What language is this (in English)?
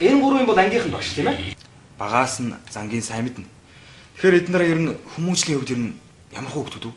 Mongolian